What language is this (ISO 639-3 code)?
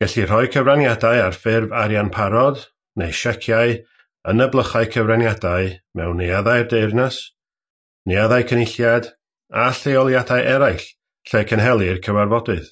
cym